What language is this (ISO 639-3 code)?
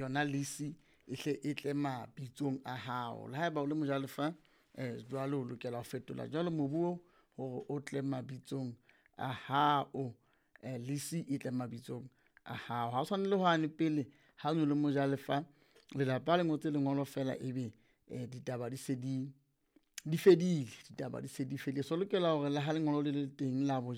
sot